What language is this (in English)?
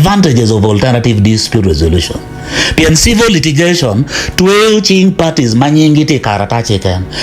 Acoli